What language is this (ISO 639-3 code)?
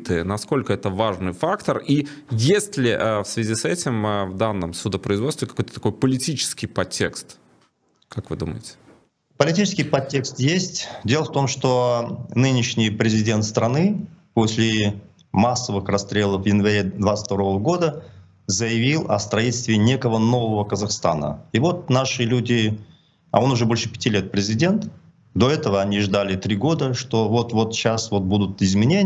rus